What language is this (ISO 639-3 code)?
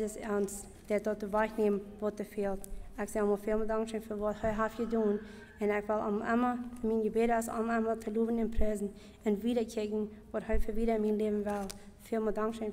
pdt